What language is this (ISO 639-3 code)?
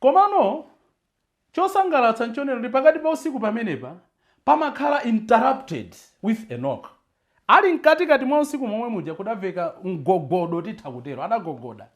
nya